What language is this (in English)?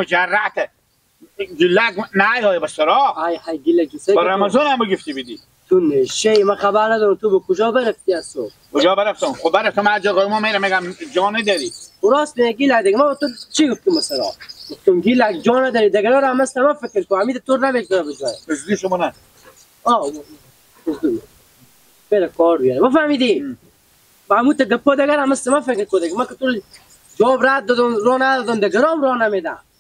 Persian